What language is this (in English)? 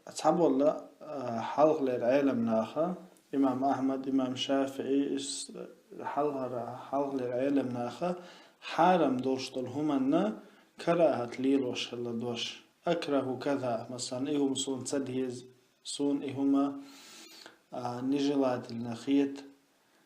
Chechen